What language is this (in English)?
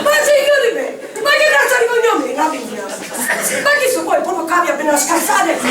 Sicilian